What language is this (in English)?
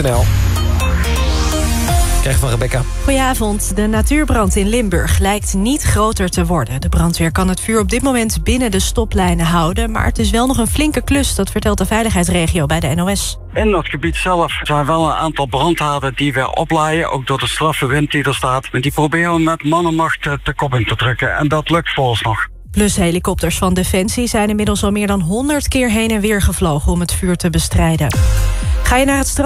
Dutch